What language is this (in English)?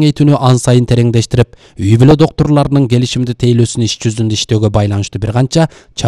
Kyrgyz